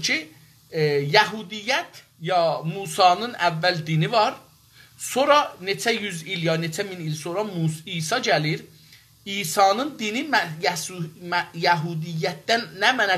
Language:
South Azerbaijani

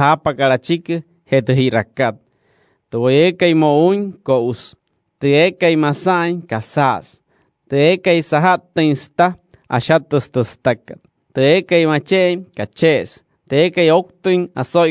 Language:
Wayuu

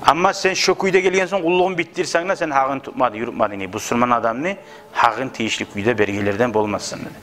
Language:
Kumyk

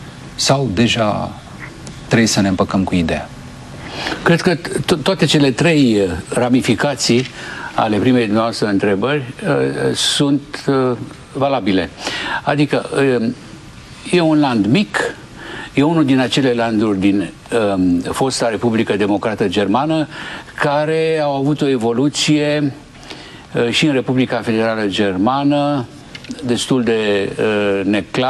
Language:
Romanian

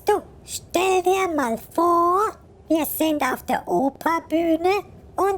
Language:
Swiss German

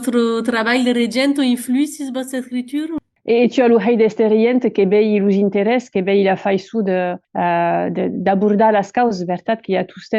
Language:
Occitan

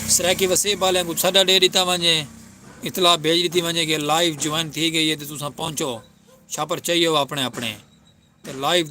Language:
Saraiki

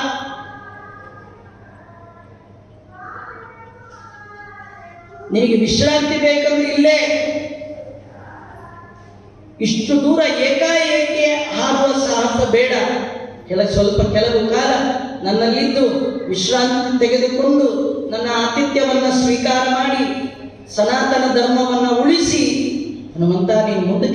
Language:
Kannada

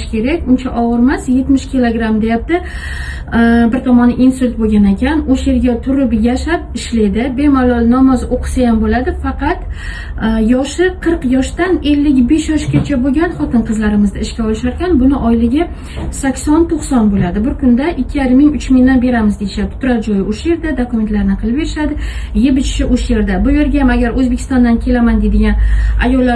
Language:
Uzbek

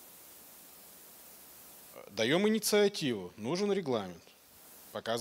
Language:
Russian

